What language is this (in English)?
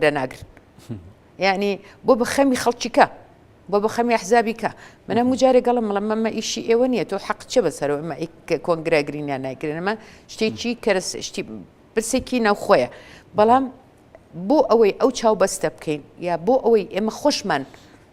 Central Kurdish